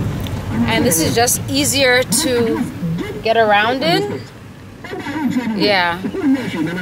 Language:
English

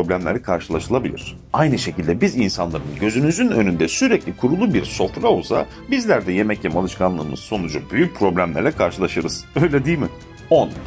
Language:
Turkish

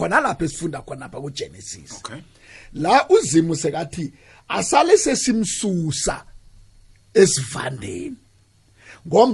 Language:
South Ndebele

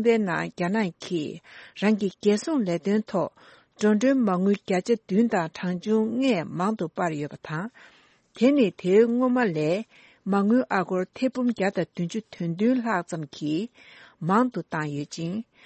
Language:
Tibetan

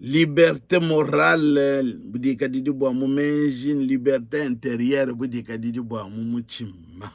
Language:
Luba-Lulua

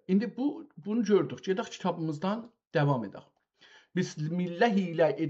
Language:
South Azerbaijani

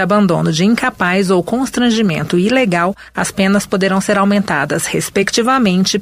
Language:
Portuguese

